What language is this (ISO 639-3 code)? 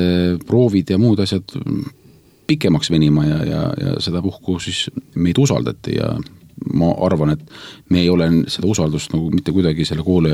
est